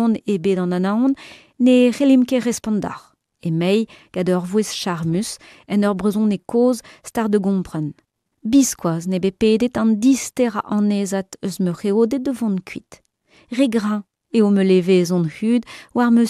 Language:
Breton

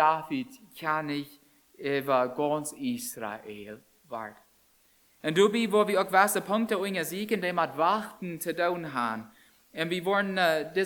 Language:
Plautdietsch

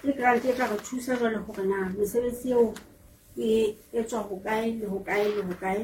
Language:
Southern Sotho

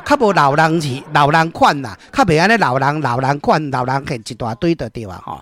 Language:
Min Nan Chinese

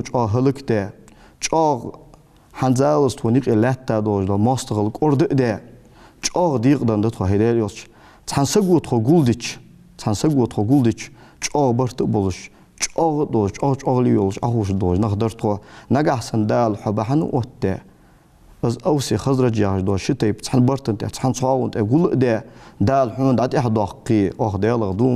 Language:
Ingush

